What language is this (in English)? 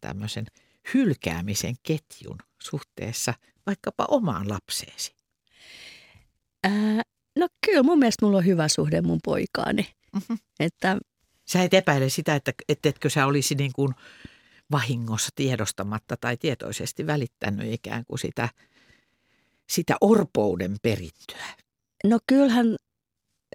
Finnish